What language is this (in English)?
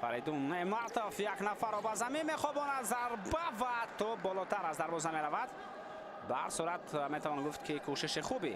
Tajik